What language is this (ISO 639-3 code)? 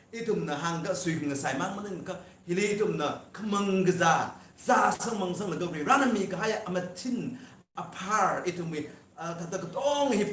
nmf